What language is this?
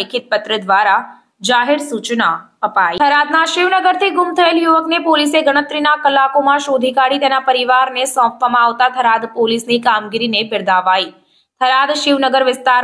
Gujarati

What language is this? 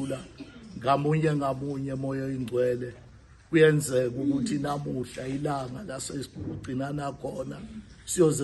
Zulu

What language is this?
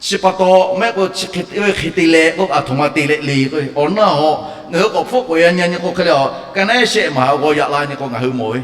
Lahu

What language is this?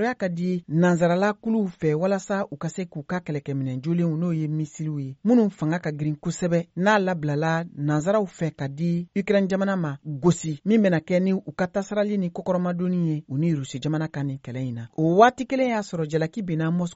Bambara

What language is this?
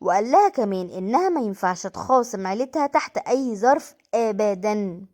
Egyptian Arabic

